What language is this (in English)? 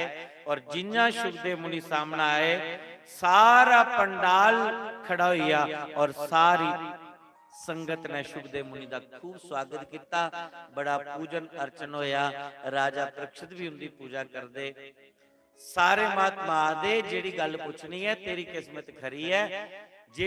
Dogri